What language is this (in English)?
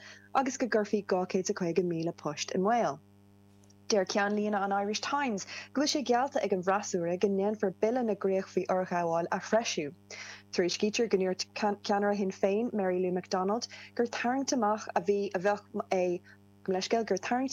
Irish